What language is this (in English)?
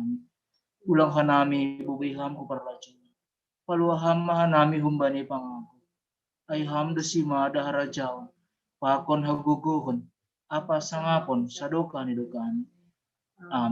Batak Simalungun